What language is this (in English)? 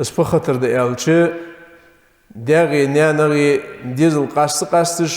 Ingush